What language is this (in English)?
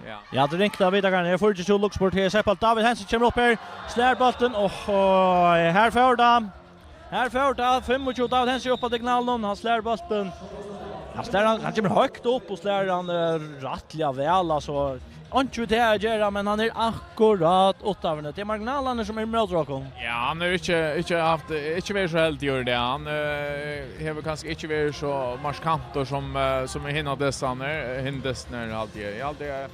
Faroese